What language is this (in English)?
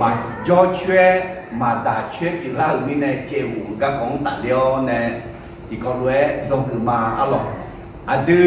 Akha